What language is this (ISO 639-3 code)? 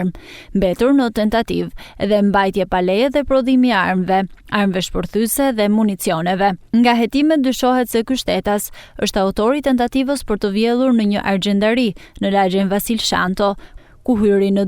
sqi